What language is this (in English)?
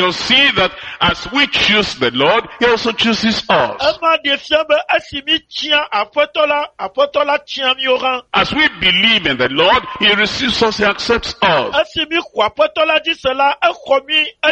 Ewe